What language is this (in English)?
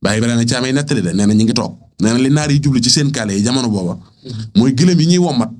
Wolof